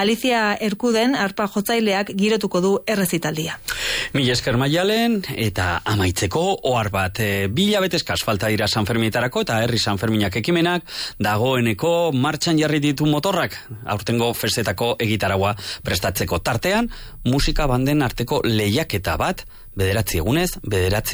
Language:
Basque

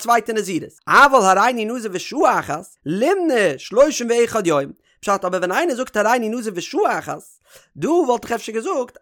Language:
Yiddish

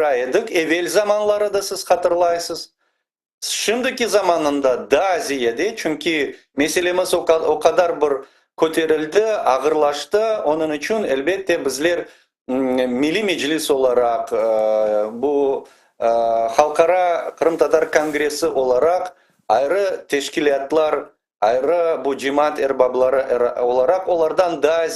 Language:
Crimean Tatar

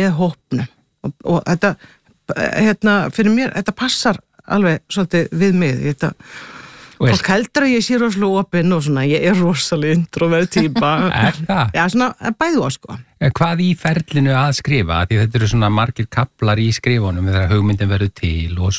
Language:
Icelandic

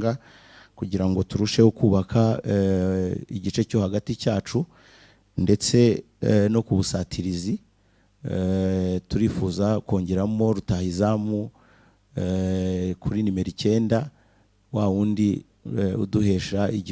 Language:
Kinyarwanda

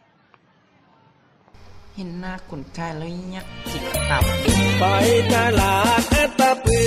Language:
Lao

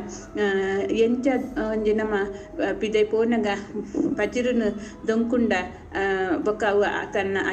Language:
Tulu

